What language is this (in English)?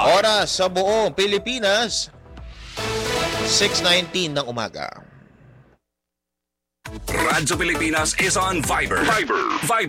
Filipino